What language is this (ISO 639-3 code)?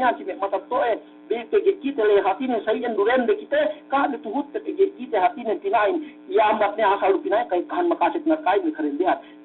yka